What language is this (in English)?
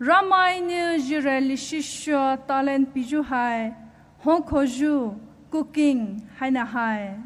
Poumei Naga